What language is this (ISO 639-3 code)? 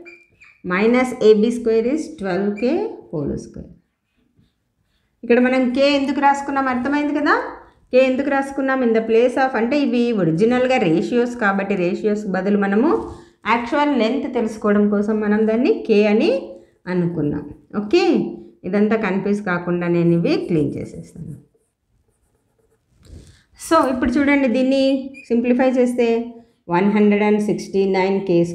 tel